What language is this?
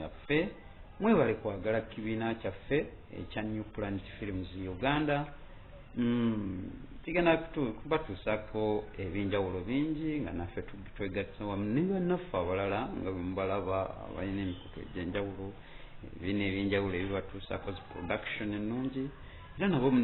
Ganda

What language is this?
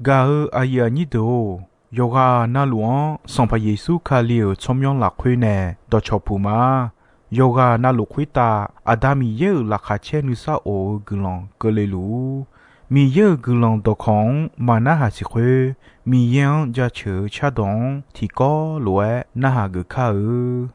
Akha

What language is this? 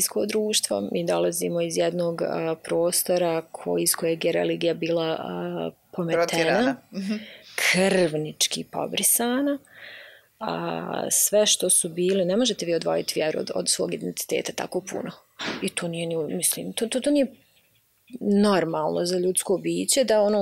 Bosnian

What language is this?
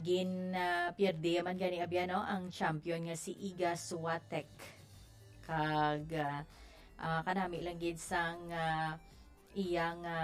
Hiligaynon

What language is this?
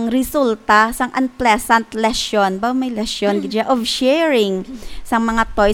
Hiligaynon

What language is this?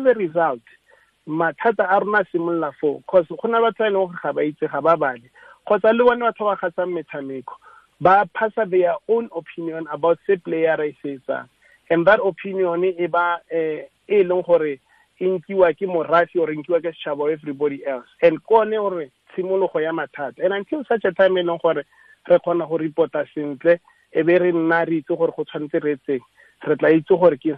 Tswana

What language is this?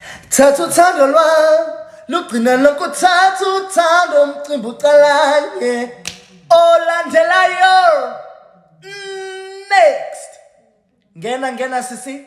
Zulu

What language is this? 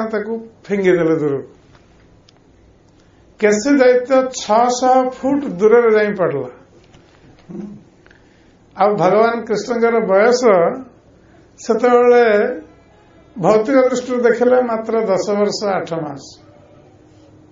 Odia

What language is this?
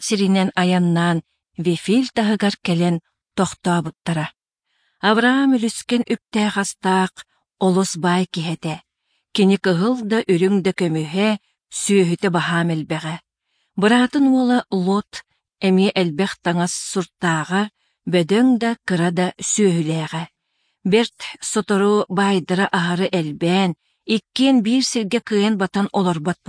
Yakut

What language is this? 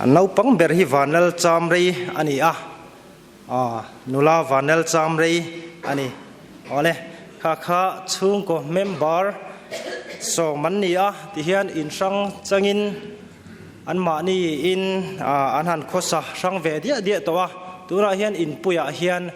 Mizo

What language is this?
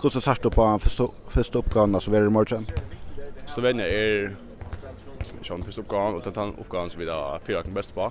Faroese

